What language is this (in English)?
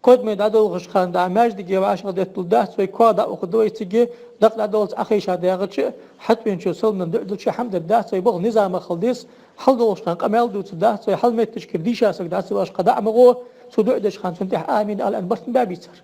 Ingush